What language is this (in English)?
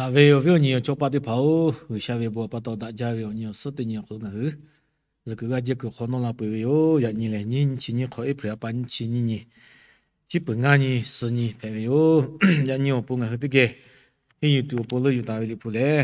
Lahu